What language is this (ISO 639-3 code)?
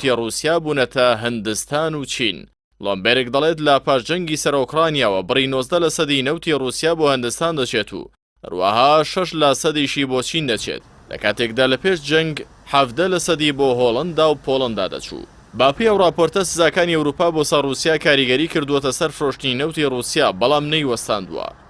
ckb